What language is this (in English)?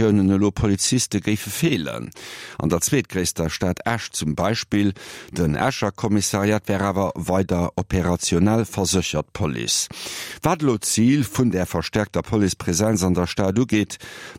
Luxembourgish